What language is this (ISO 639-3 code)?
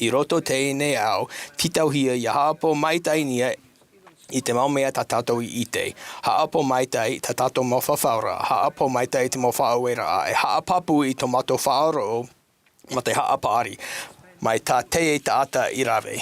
tah